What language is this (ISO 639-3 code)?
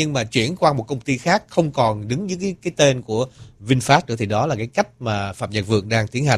vie